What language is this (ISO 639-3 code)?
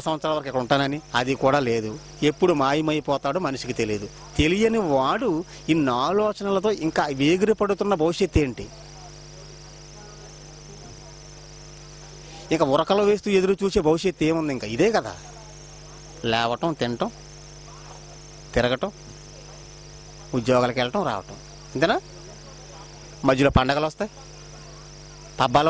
tel